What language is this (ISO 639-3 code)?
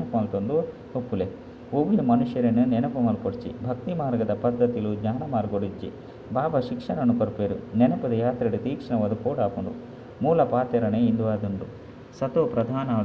tcy